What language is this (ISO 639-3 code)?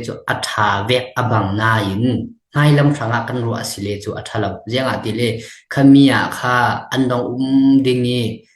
cfm